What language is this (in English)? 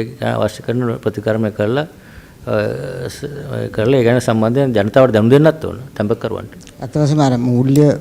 Sinhala